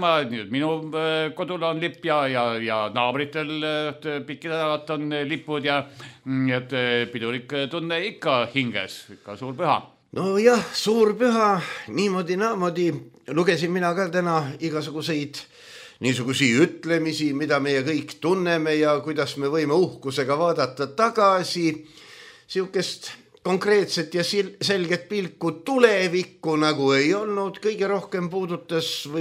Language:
Estonian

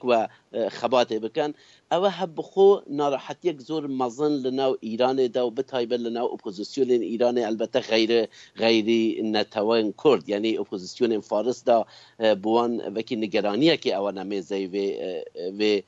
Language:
Kurdish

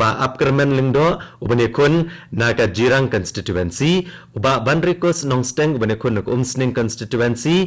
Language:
Khasi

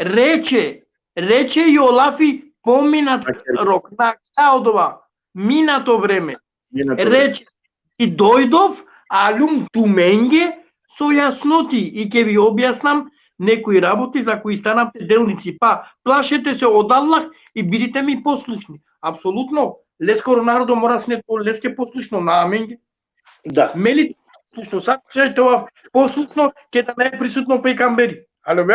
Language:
Balkan Romani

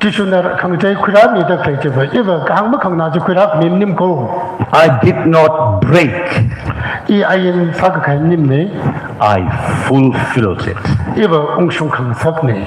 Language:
Tangkhul Naga (India)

